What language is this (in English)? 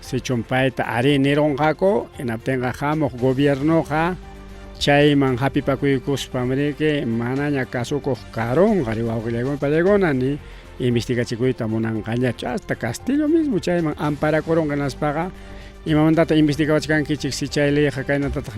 Ayacucho Quechua